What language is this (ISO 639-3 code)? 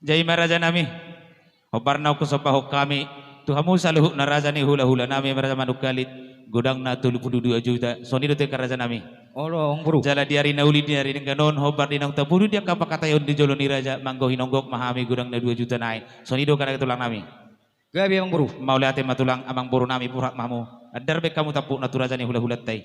bbc